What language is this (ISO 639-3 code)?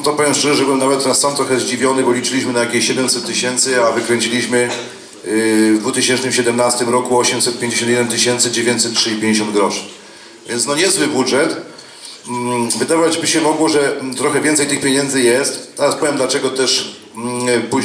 pol